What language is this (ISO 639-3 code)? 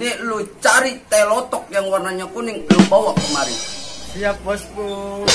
bew